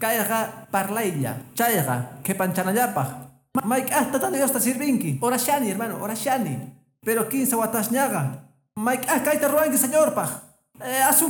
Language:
Quechua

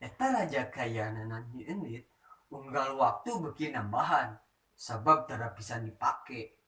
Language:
Sundanese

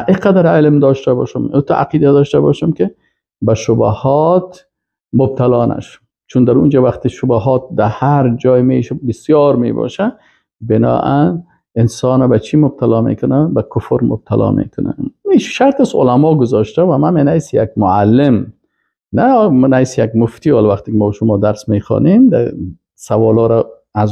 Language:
Persian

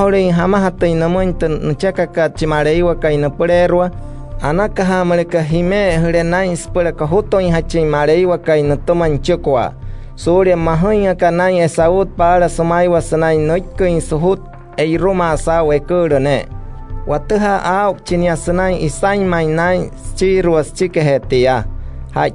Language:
Wayuu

